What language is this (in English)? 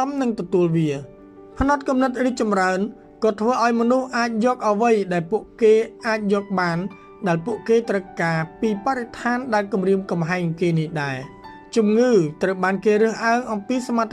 Khmer